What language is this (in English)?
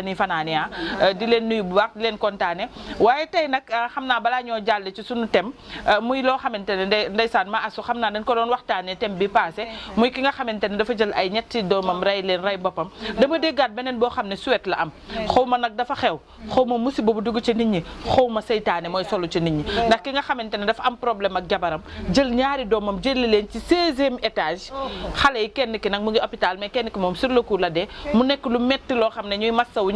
Wolof